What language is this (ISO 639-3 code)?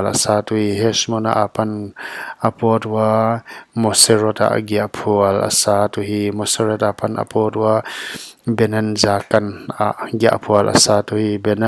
pck